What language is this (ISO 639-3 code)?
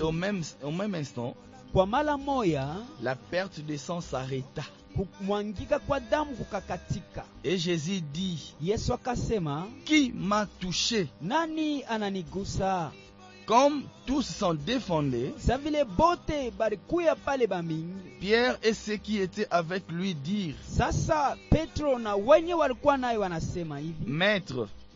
swa